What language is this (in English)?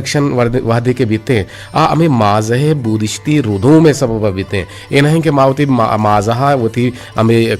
Eastern Balochi